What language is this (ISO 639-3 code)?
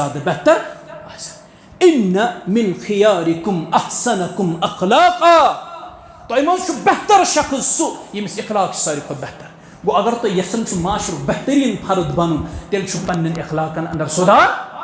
kas